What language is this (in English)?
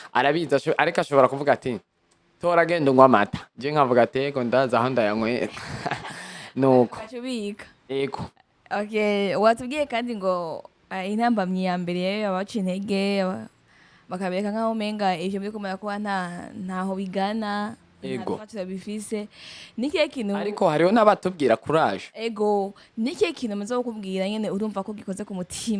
Rundi